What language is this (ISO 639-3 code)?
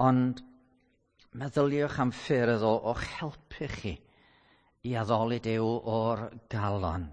cym